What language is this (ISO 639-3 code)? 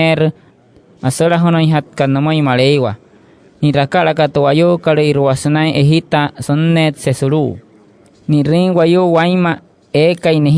guc